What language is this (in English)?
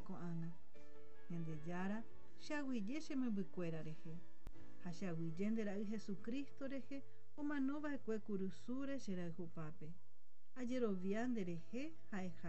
Guarani